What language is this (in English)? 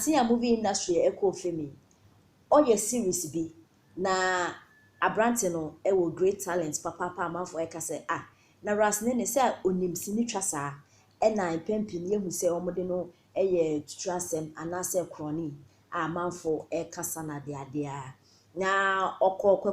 Akan